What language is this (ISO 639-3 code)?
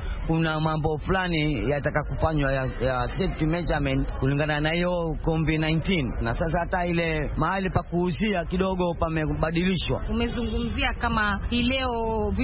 swa